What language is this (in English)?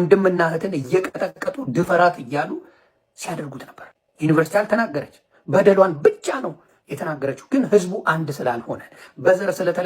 Amharic